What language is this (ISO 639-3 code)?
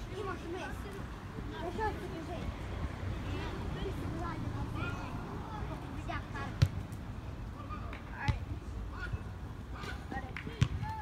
bul